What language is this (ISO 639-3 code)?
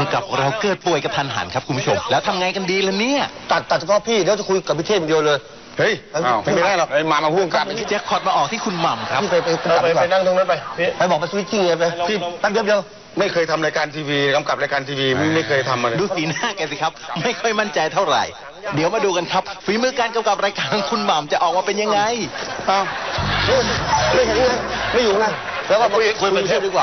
tha